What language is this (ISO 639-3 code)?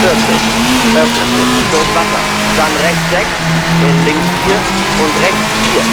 bar